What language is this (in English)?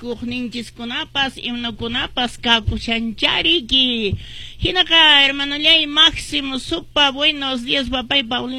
Quechua